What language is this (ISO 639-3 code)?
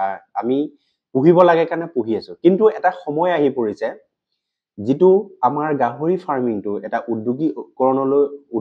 asm